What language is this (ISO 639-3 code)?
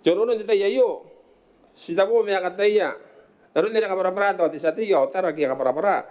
gil